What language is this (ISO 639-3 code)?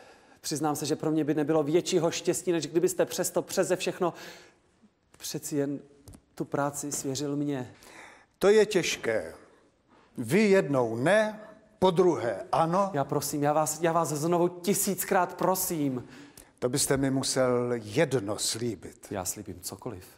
ces